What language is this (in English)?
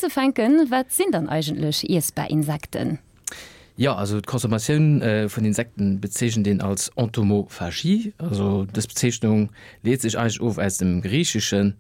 Luxembourgish